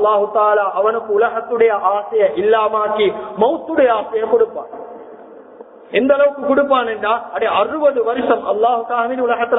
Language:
Tamil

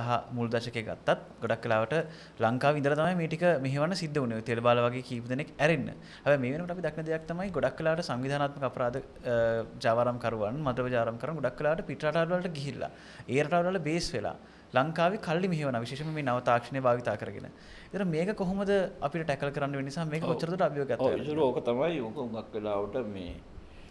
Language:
Sinhala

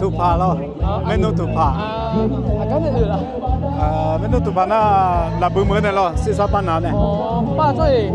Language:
Akha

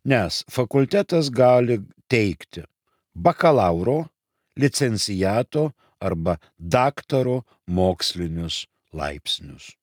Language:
Lithuanian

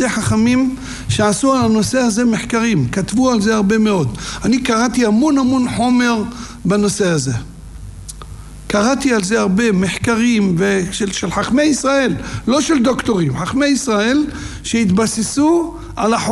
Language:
Hebrew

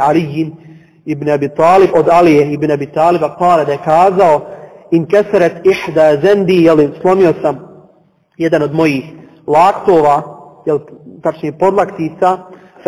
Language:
Bosnian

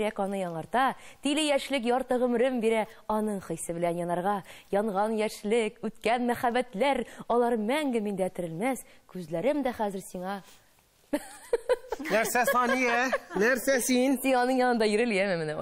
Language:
Tatar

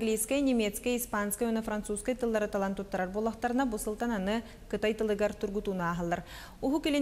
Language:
Yakut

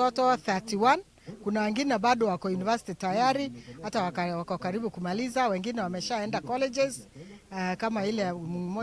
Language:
Meru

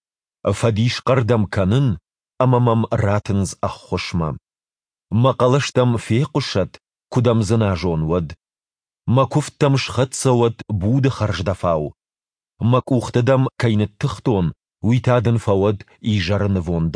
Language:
Ossetic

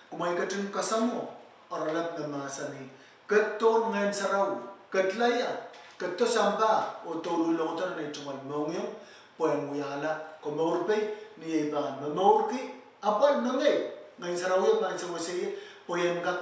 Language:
Pohnpeian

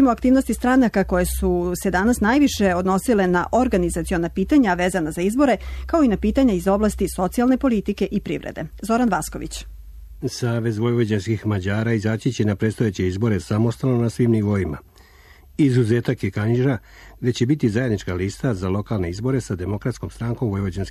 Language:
Serbian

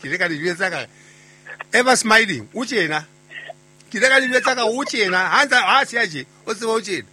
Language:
Southern Sotho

